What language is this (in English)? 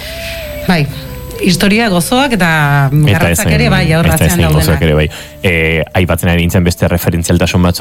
Basque